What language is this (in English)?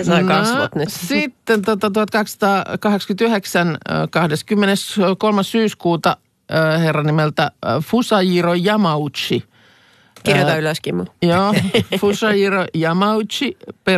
Finnish